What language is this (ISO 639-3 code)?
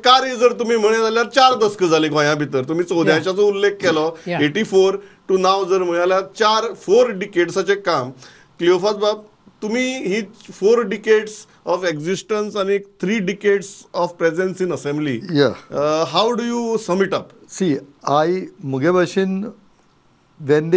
kok